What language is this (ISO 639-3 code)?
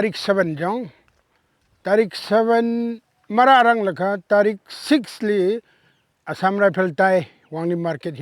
nmf